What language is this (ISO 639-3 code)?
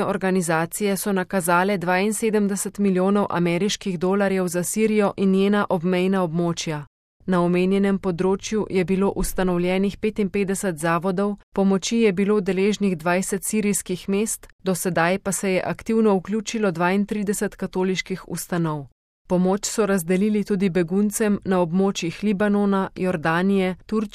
slv